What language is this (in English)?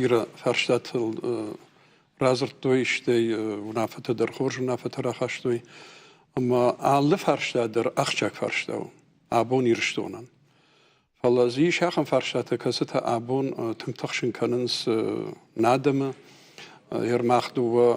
Ossetic